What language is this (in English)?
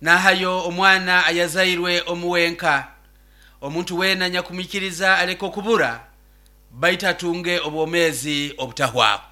Nyoro